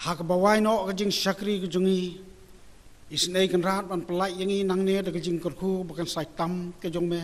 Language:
Khasi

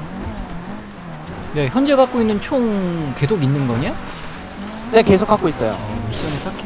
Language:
Korean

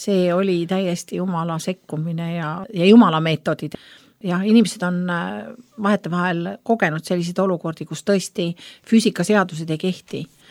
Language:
Estonian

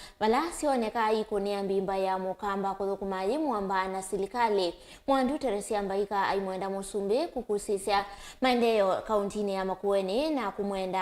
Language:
Kamba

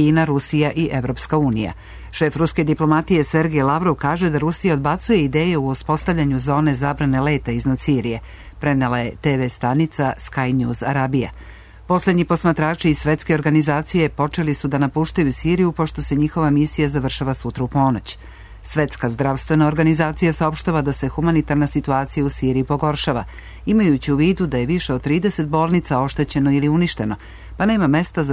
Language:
Serbian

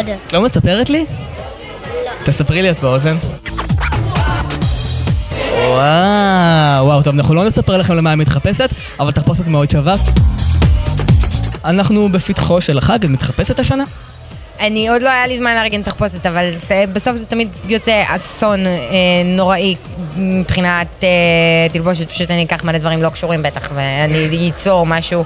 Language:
Hebrew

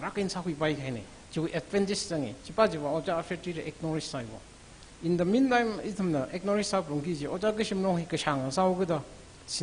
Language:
Tangkhul Naga (India)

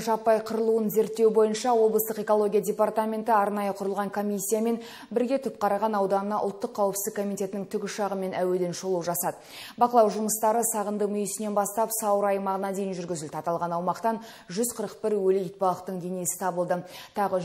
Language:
Kazakh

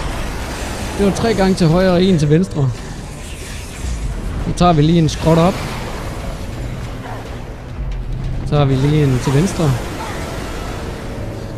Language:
Danish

